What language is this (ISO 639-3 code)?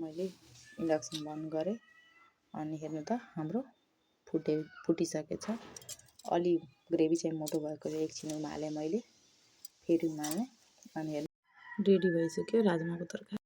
nep